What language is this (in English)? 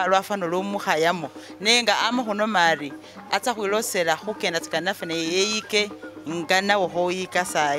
Masaaba